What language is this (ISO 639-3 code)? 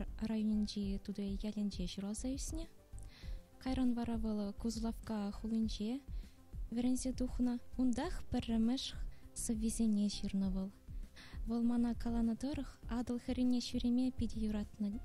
chv